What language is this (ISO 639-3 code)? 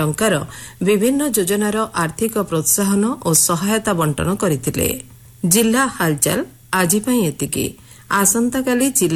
ori